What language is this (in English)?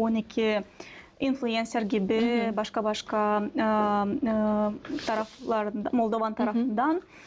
Gagauz